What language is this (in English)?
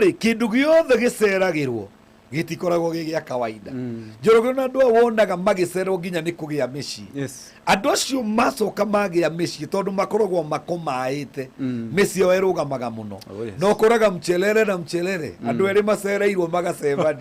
Kikuyu